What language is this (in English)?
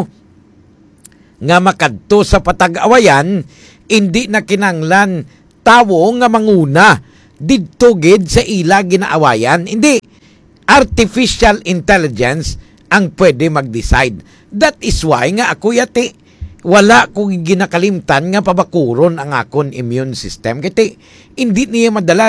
Hiligaynon